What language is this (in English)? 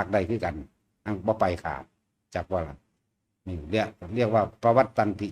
Lao